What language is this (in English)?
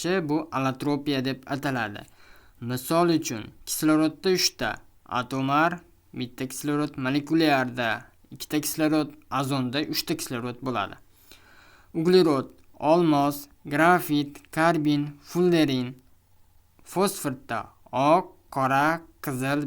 Uzbek